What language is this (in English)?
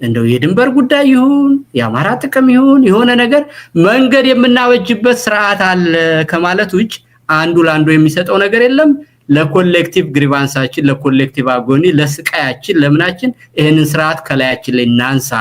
Amharic